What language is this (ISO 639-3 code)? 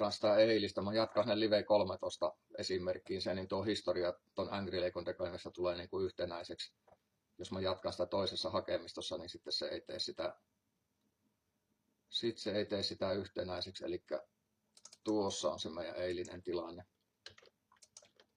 fin